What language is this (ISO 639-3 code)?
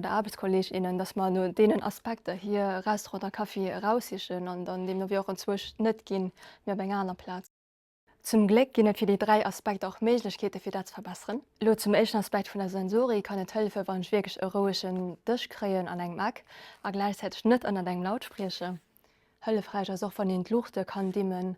ltz